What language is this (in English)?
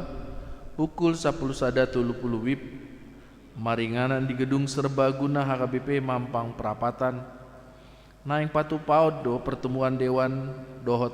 Batak Toba